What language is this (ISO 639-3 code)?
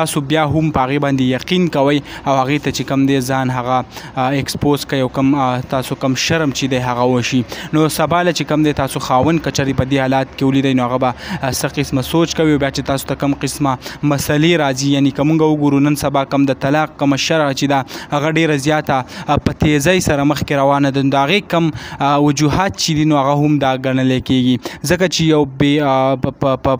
pus